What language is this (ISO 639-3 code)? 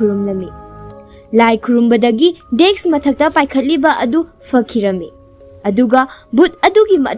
mni